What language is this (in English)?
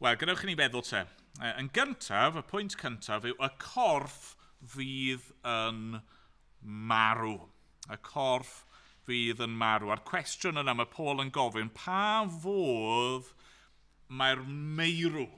Welsh